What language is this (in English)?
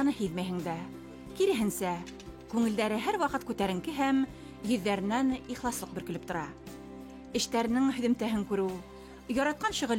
Bashkir